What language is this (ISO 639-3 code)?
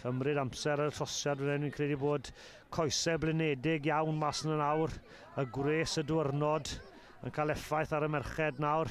cym